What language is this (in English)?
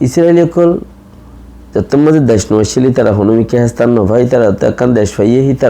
Rohingya